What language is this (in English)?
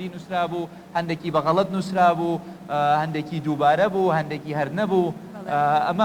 Central Kurdish